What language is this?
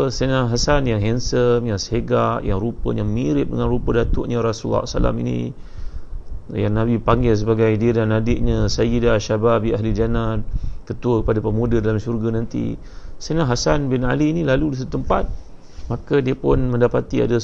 Malay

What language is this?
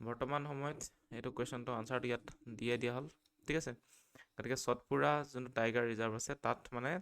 Assamese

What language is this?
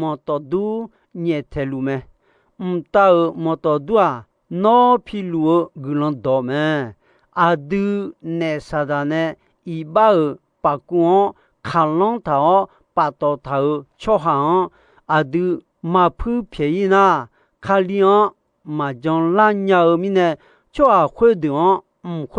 Akha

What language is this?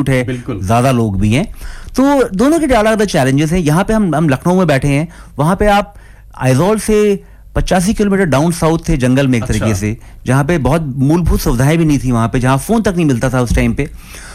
Hindi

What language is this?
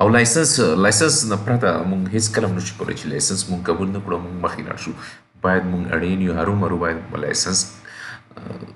Pashto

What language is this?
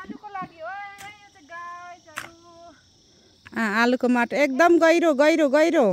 Nepali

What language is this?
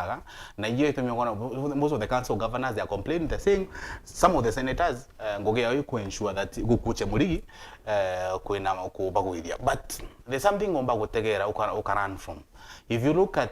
Meru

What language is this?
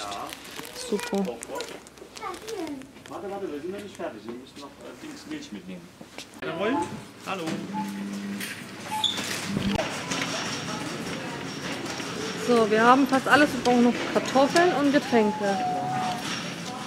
German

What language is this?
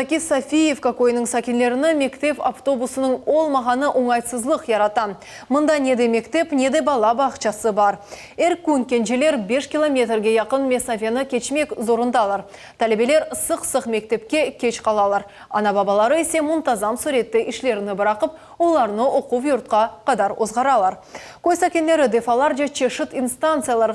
Crimean Tatar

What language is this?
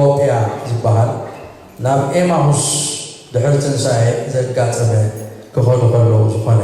Tigrinya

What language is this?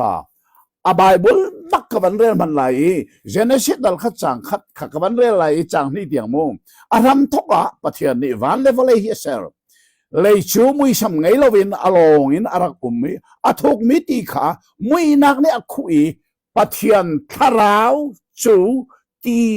Hakha Chin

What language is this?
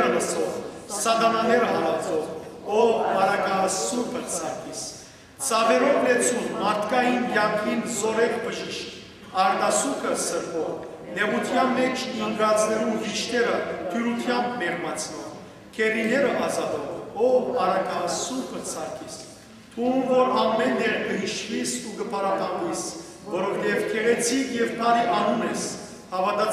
Western Armenian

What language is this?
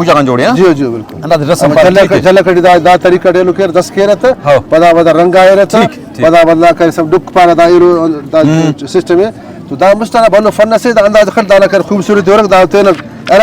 Brahui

